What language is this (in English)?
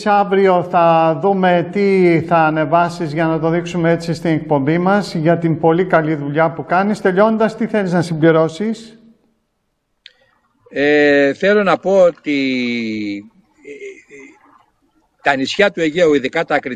Greek